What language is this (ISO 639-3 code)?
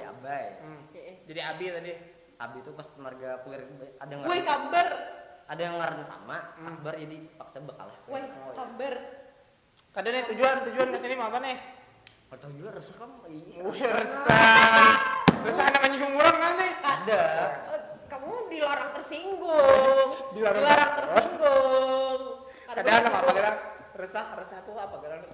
bjn